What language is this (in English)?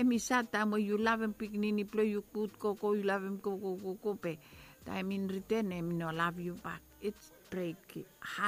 Bislama